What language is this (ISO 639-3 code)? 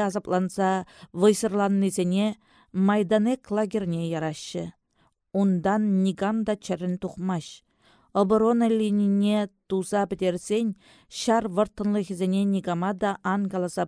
chv